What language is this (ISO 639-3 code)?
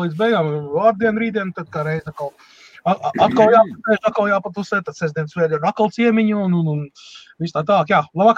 lav